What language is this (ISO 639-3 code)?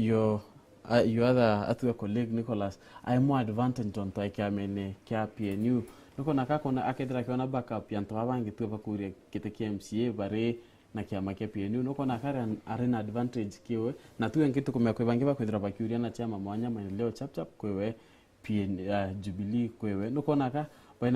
mer